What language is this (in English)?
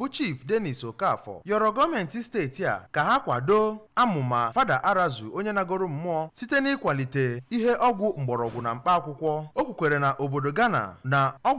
Igbo